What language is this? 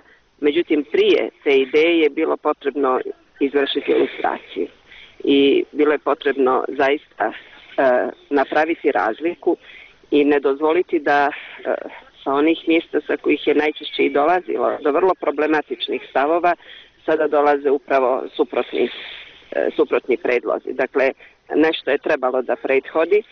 Bosnian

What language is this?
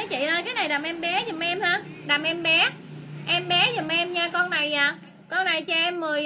Vietnamese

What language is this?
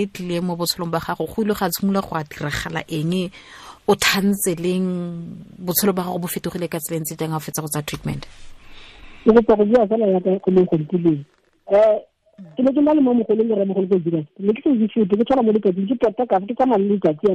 Tswana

